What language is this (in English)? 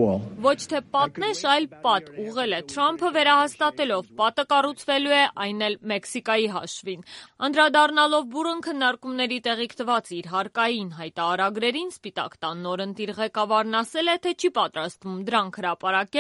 Armenian